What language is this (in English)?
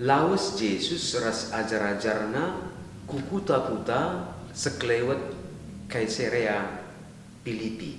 Batak Karo